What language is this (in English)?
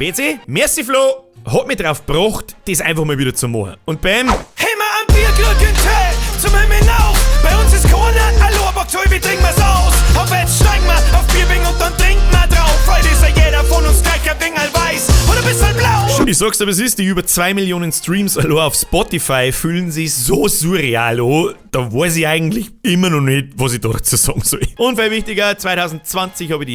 Bavarian